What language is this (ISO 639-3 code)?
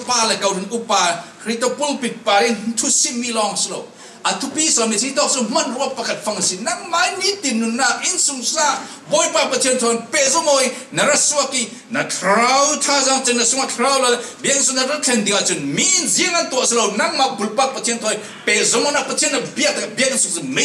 cfm